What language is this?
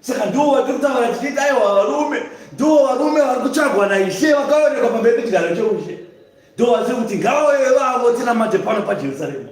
Shona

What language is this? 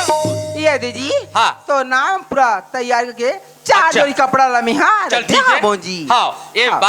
Chhattisgarhi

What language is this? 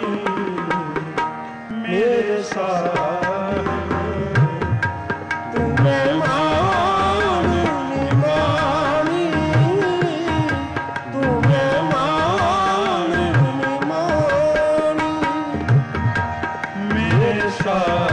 Punjabi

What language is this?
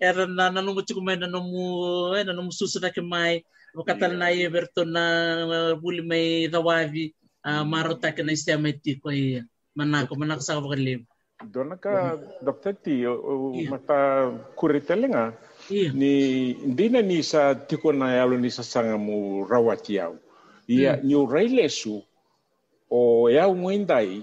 Fijian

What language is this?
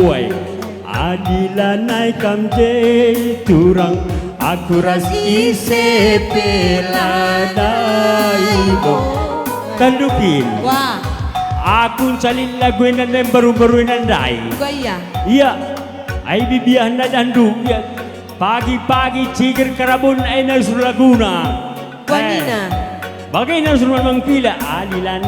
Batak Karo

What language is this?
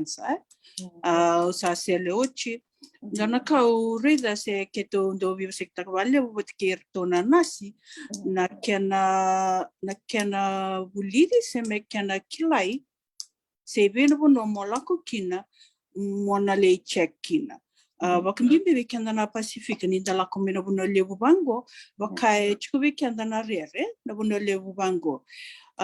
Fijian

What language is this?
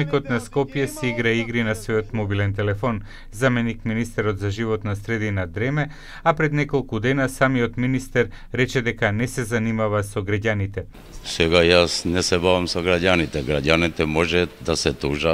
Macedonian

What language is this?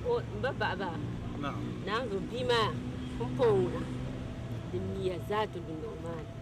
Dagbani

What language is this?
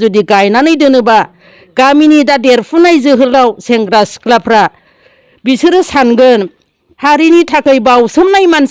Bodo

